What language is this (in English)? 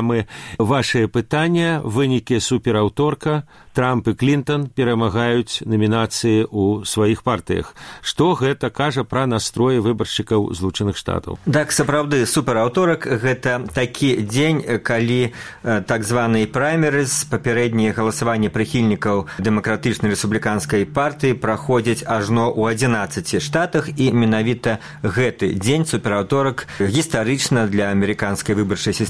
Belarusian